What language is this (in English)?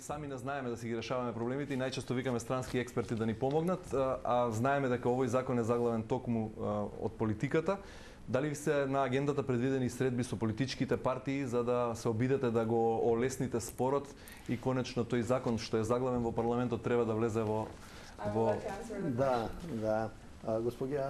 Macedonian